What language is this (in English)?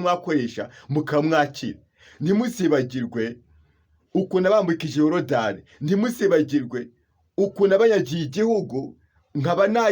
Kinyarwanda